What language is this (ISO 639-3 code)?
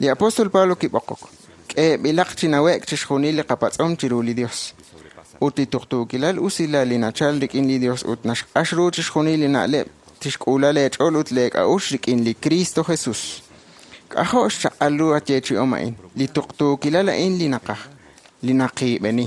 kek